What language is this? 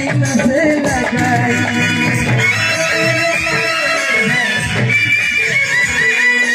Bhojpuri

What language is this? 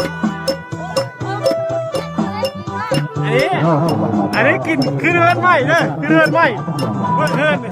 Lao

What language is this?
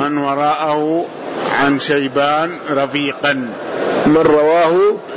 Arabic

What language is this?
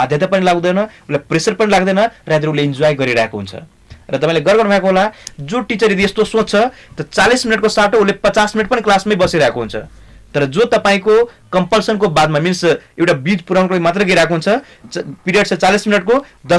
Nepali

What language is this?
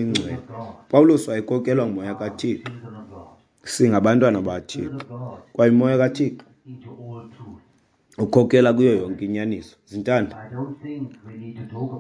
Xhosa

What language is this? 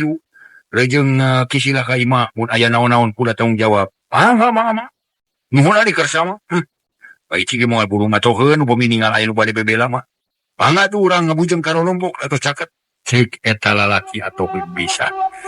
Sundanese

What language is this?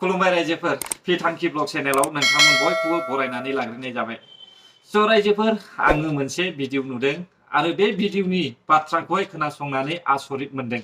Bodo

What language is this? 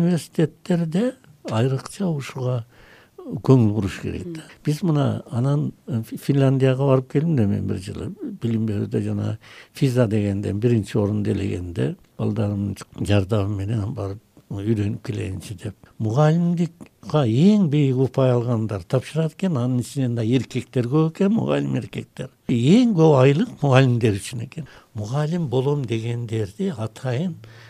Kyrgyz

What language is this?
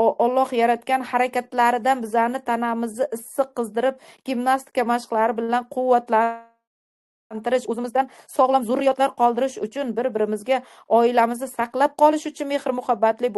Uzbek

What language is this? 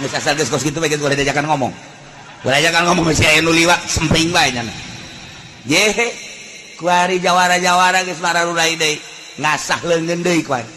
Sundanese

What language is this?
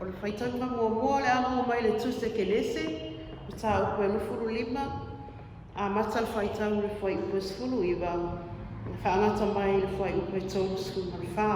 Samoan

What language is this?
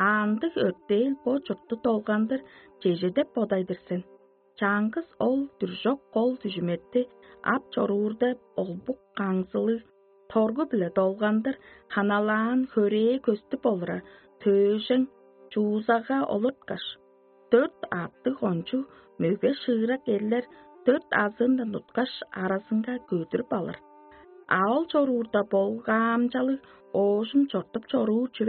Tuvinian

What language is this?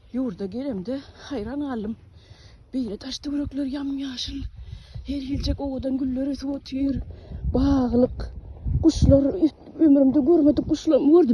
Turkmen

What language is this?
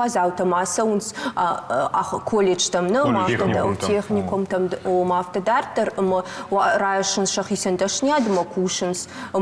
Ossetic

